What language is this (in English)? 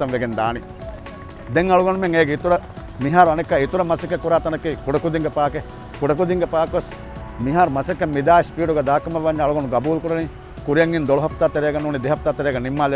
Divehi